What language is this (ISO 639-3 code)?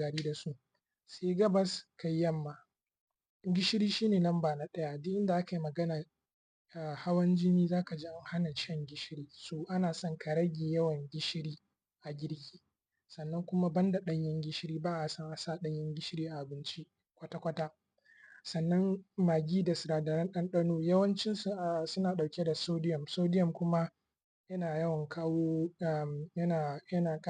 hau